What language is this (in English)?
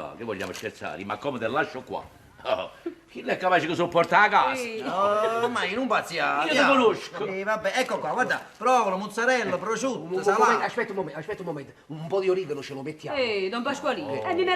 Neapolitan